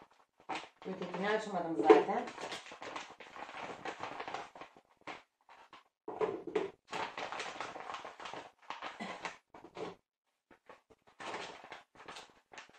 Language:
Turkish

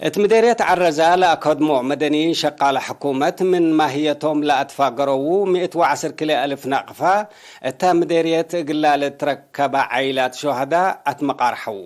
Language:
Tigre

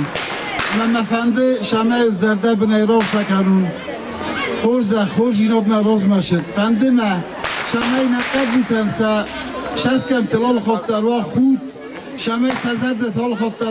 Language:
Ossetic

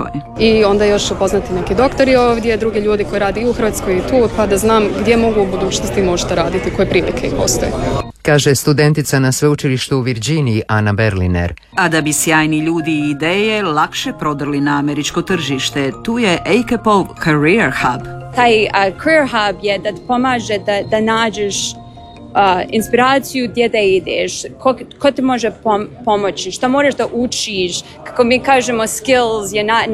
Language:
Croatian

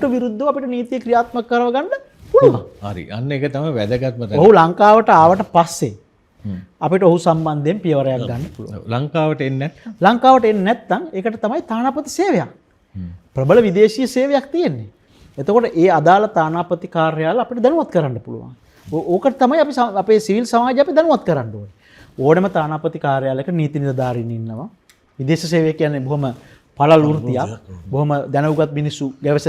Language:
Sinhala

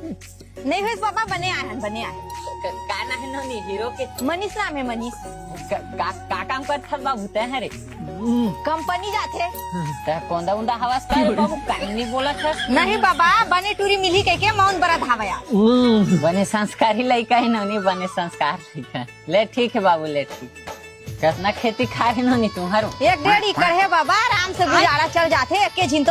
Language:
Chhattisgarhi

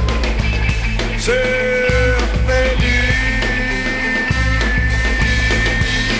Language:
Portuguese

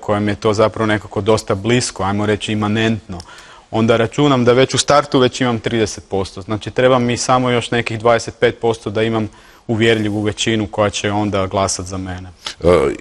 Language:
Croatian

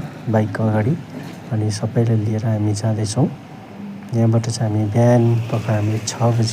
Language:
Nepali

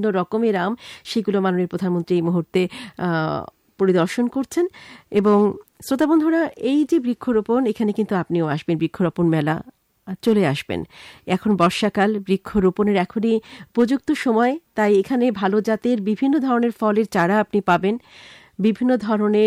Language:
Bangla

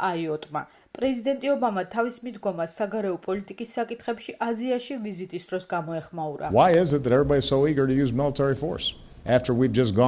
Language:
Georgian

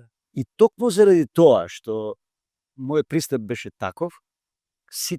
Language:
Macedonian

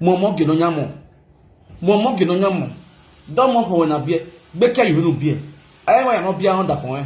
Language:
Nigerian Pidgin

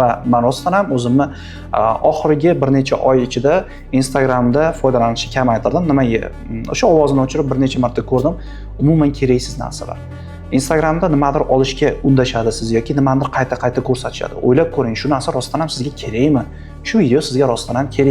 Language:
Uzbek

